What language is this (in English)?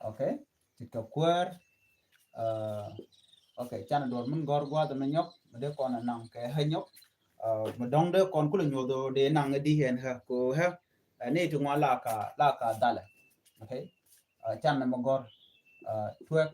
Nuer